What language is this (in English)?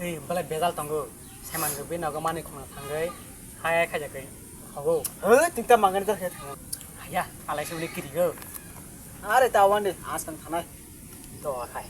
Kok Borok